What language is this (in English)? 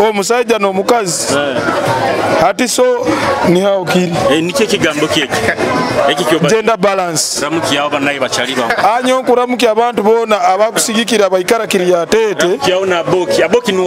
Nyoro